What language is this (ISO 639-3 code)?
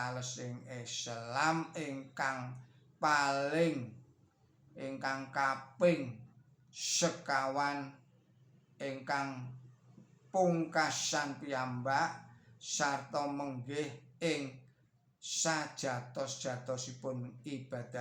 jav